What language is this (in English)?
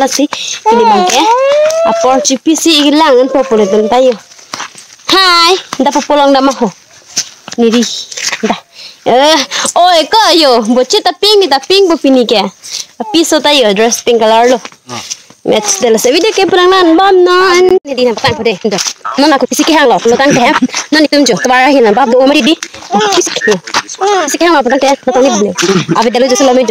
Karbi